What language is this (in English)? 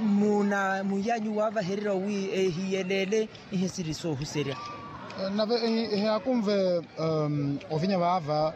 Makhuwa